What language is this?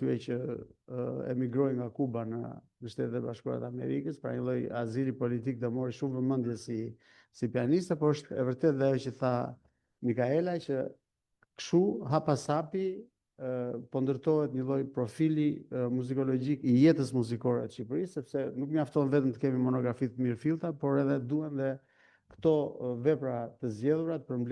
Albanian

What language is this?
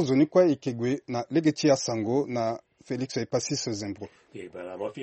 Sango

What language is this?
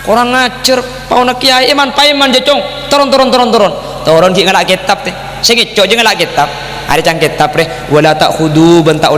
Madurese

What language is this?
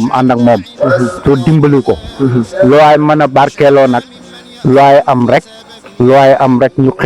Wolof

